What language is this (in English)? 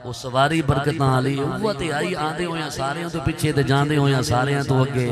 Saraiki